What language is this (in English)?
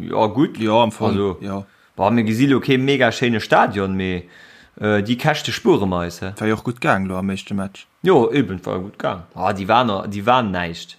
Luxembourgish